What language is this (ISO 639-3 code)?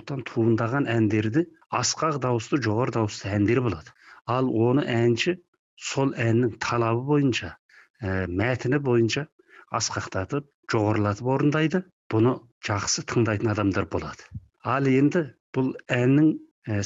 kaz